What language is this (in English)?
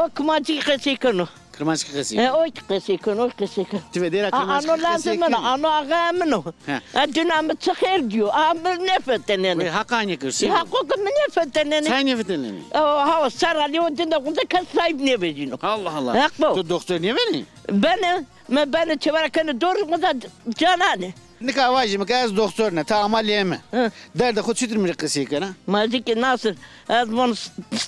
Zaza